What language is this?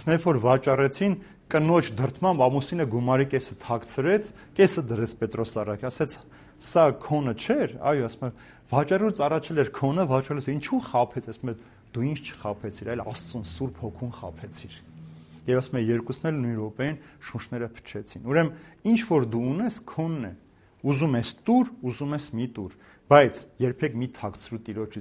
Armenian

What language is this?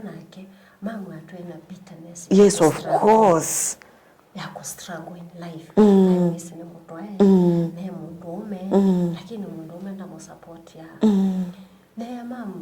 Kamba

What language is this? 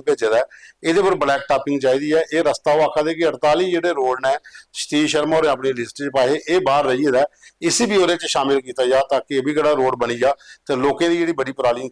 Dogri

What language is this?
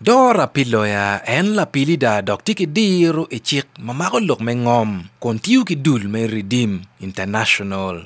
Acoli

